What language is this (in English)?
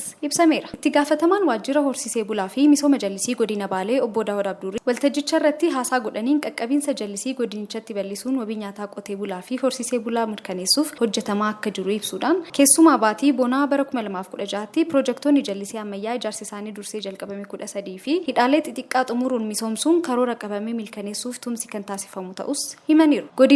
Oromo